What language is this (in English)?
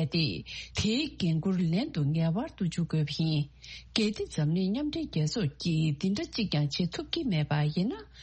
Tibetan